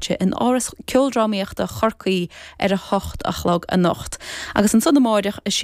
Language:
Irish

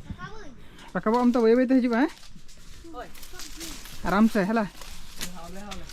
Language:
Santali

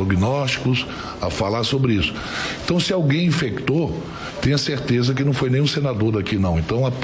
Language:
Portuguese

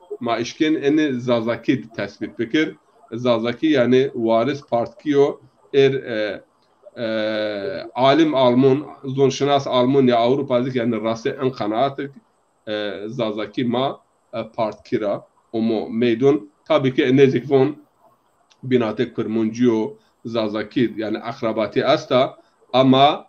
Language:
Zaza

